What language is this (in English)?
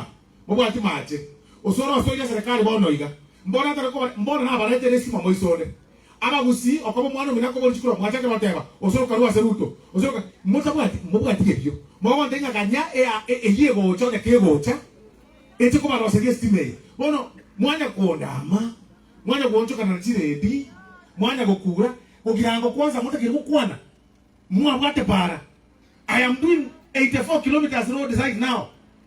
Gusii